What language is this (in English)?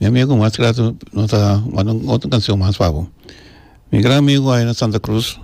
Papiamento